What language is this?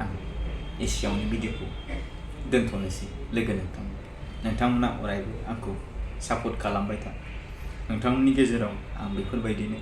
Bodo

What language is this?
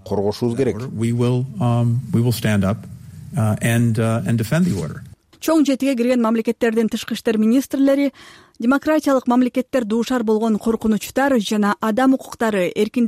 Kyrgyz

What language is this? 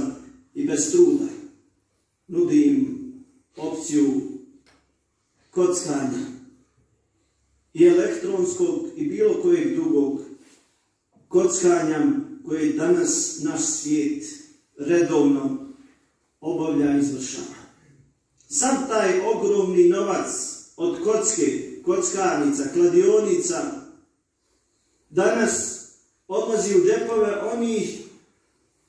Bosnian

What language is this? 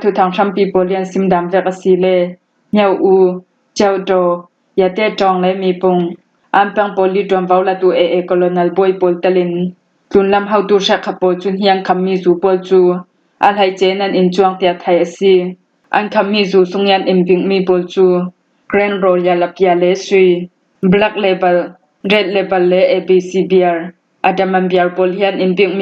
Falam Chin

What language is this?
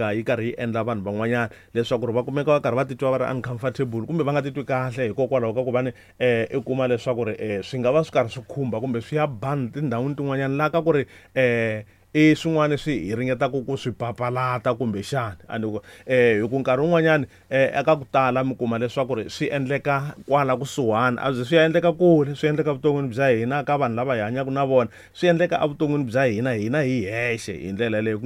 Tsonga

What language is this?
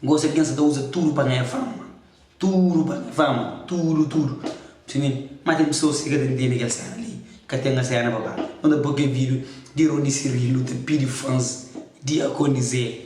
Kabuverdianu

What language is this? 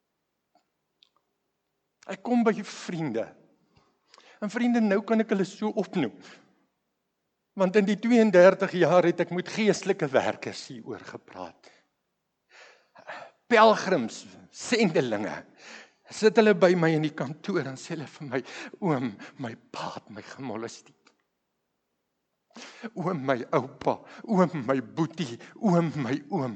Afrikaans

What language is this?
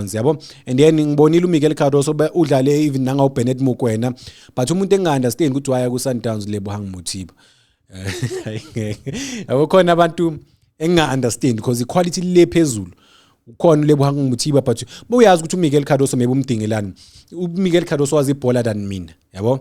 Zulu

